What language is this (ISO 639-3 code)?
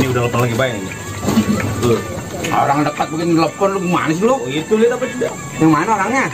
bew